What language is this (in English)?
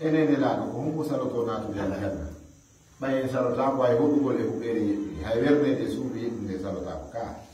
Fula